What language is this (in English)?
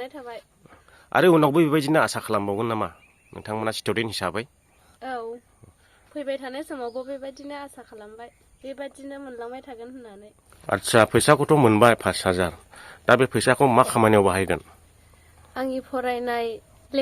Bodo